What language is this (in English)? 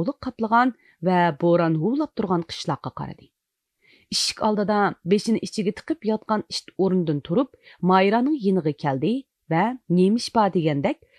Uyghur